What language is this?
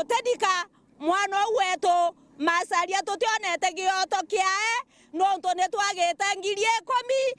Meru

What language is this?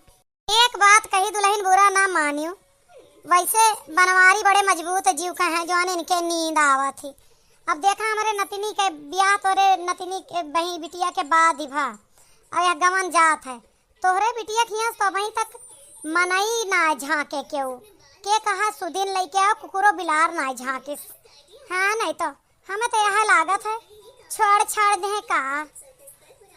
Awadhi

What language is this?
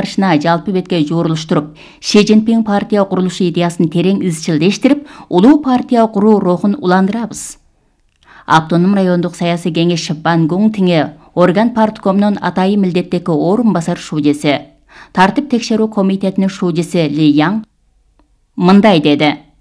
Kyrgyz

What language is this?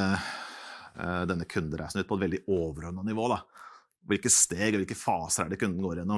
Norwegian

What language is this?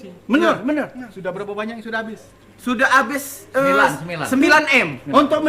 Musi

